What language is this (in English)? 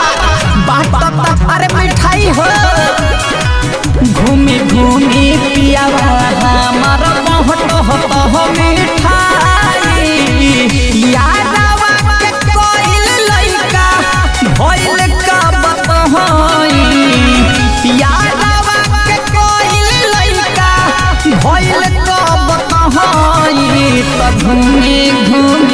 Bhojpuri